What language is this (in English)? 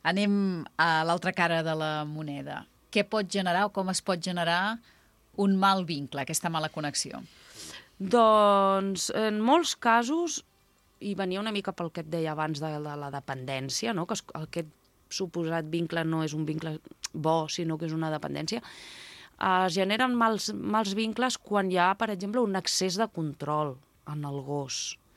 Catalan